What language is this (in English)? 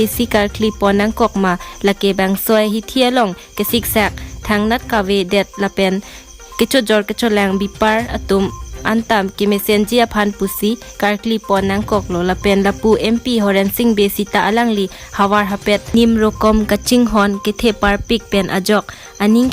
Karbi